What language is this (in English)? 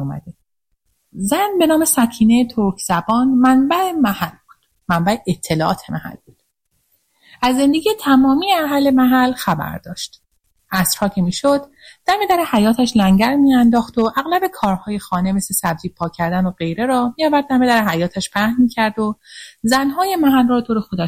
Persian